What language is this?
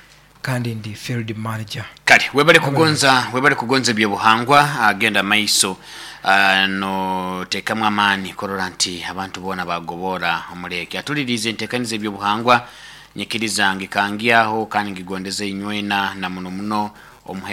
Nyoro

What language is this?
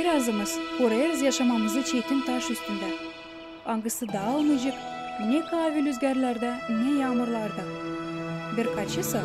Gagauz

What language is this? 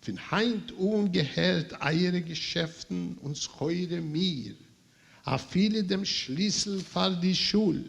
Yiddish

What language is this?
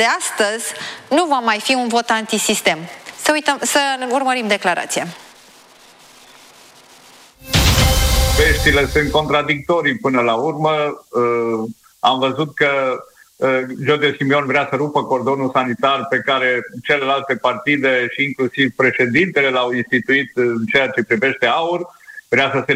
Romanian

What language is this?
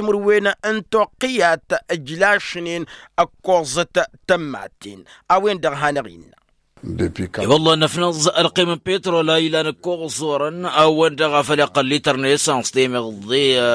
Tamasheq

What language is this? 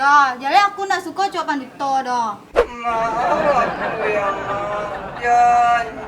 Minangkabau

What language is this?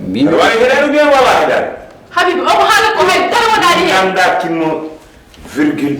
Fula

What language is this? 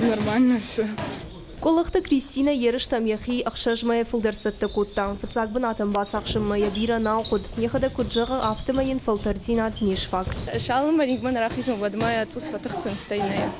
Ossetic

